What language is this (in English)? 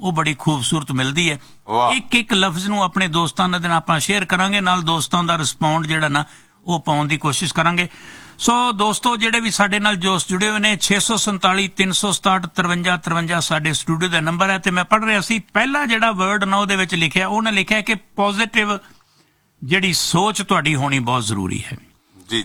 Punjabi